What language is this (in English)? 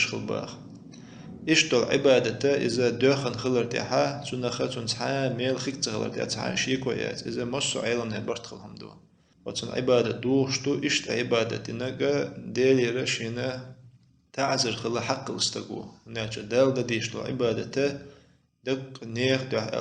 Chechen